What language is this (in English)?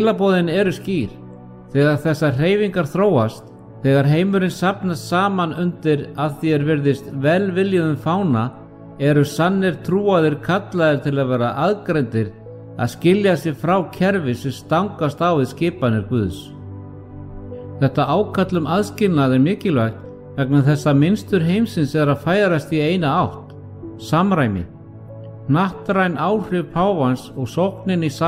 Icelandic